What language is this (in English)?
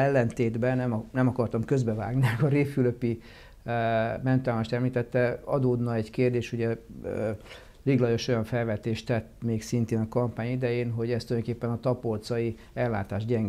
Hungarian